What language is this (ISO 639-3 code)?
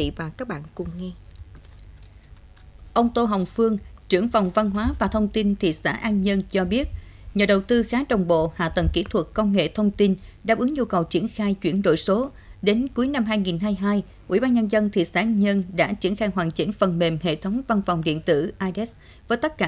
vie